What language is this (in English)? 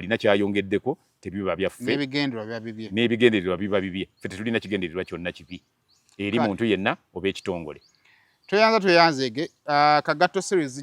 Ganda